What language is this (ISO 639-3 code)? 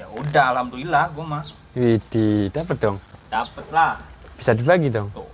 bew